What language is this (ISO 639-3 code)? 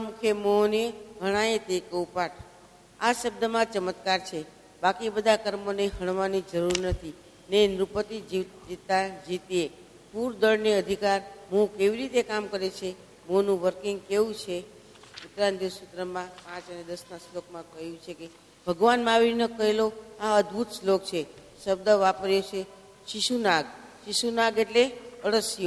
guj